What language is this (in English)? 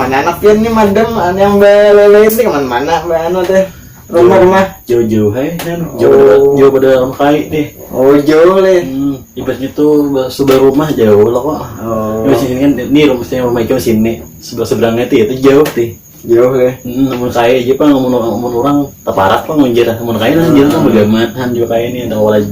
Banjar